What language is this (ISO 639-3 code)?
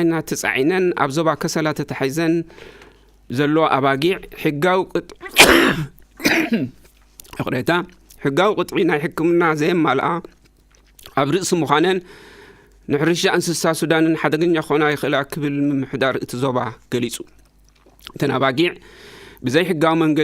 tir